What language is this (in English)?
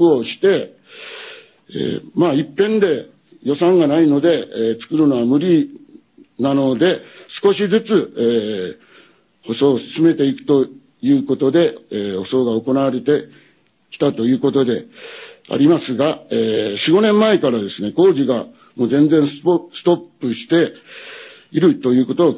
Japanese